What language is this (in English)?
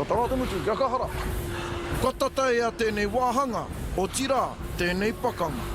Māori